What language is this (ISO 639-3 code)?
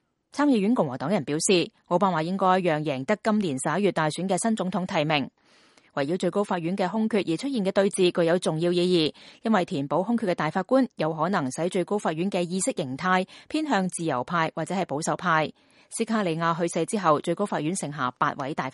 yue